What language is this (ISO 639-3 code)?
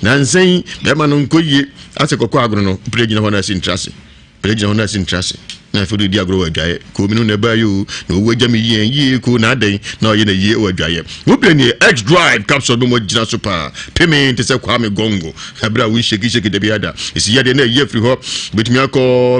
aka